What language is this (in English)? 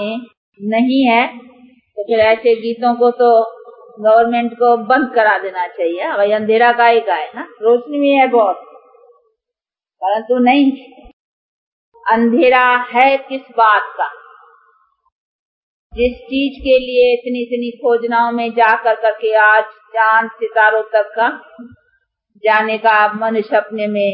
Hindi